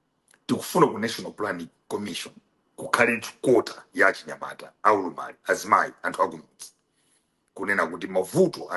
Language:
Nyanja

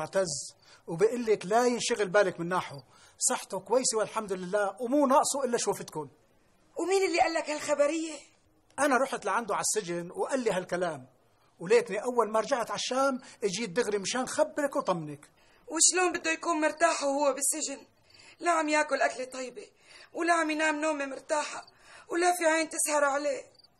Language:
North Levantine Arabic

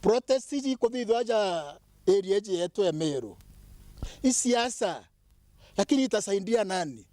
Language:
Meru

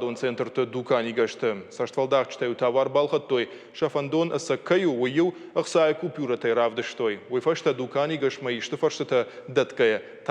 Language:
Ossetic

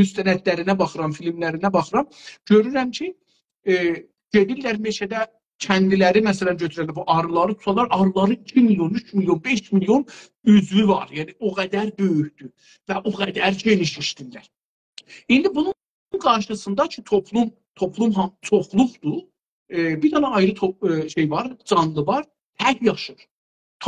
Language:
South Azerbaijani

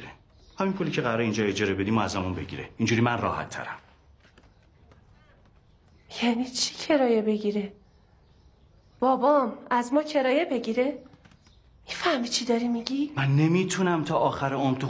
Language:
Persian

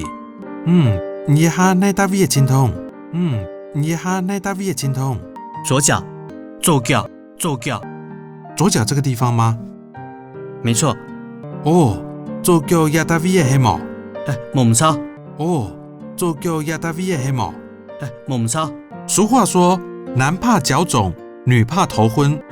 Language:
Hakka Chinese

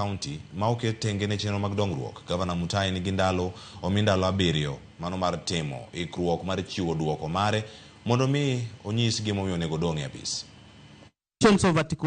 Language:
Luo (Kenya and Tanzania)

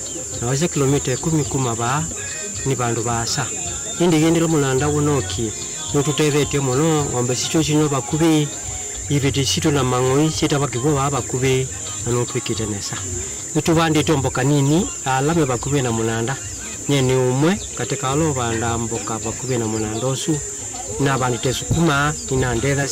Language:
Kamba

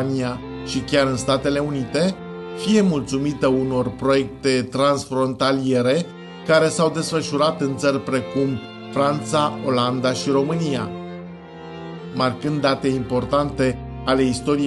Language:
Romanian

